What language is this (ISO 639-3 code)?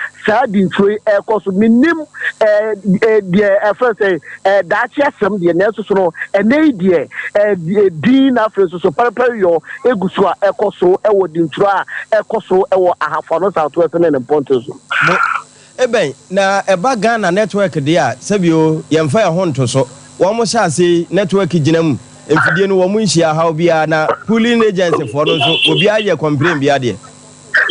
aka